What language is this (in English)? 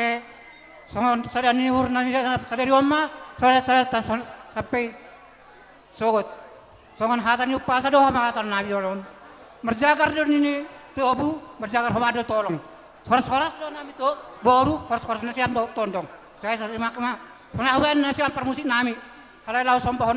Batak Simalungun